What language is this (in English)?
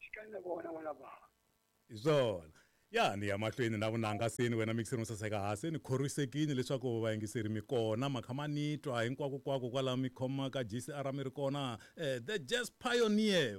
Tsonga